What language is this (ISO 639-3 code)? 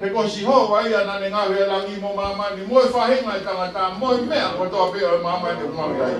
ton